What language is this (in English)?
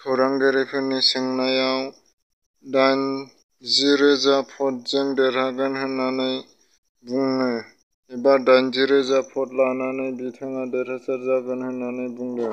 Bodo